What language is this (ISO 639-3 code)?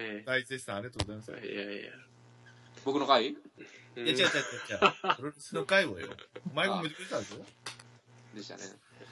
jpn